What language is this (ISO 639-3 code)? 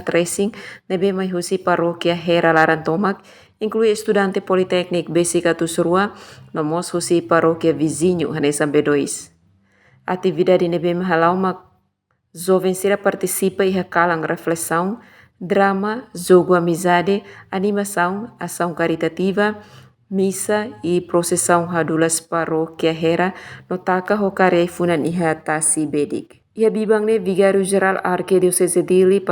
tet